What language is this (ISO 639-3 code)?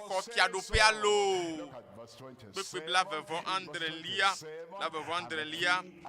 ewe